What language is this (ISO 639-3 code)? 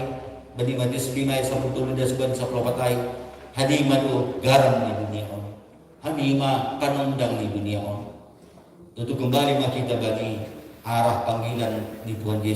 bts